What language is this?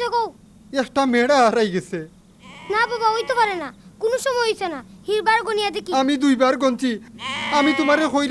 Sylheti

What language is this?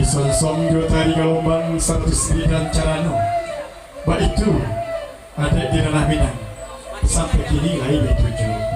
Minangkabau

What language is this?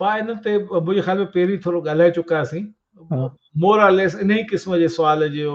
Sindhi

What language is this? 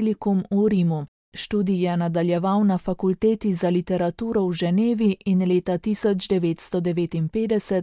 Slovenian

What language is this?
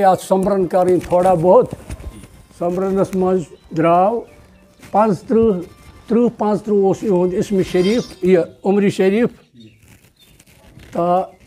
Kashmiri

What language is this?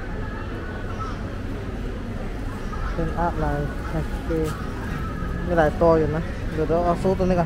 Thai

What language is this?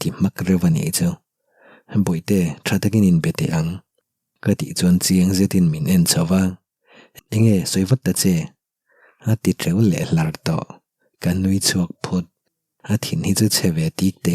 Mizo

